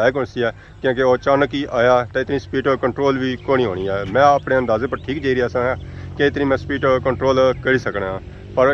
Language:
Pahari-Potwari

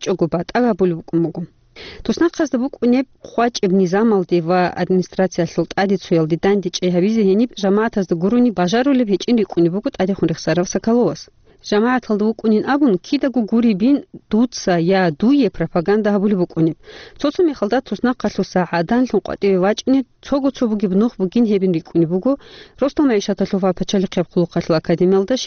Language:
Avaric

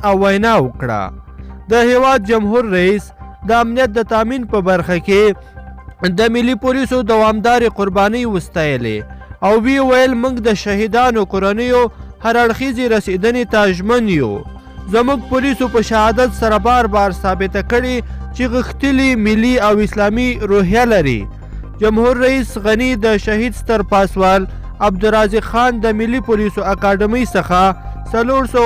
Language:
Pashto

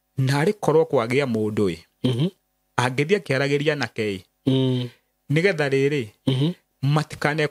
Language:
Kikuyu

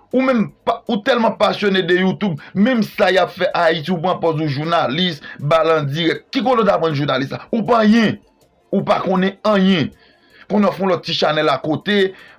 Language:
Haitian Creole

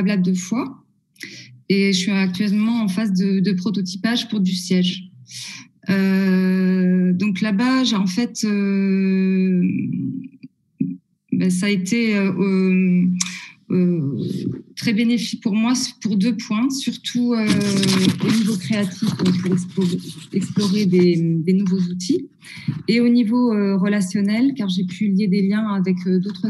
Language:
French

